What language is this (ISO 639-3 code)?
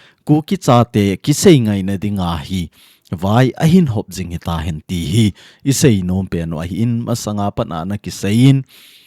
tcz